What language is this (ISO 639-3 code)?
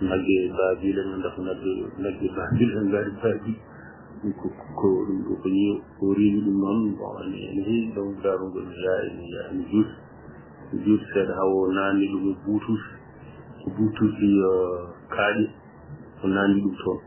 ful